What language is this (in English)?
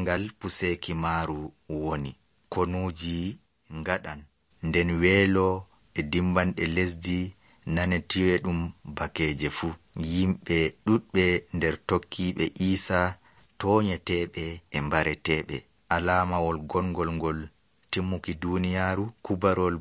Nigerian Fulfulde